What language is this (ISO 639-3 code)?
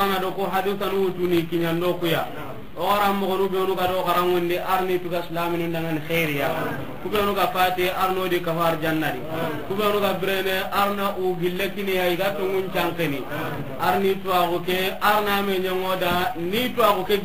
snk